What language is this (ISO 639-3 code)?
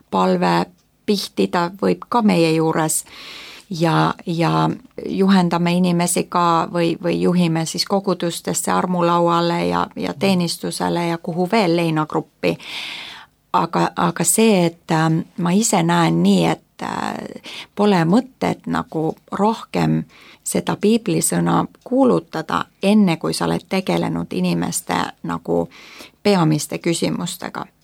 est